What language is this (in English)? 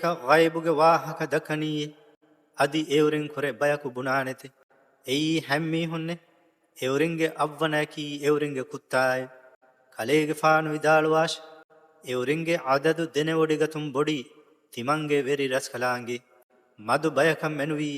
Divehi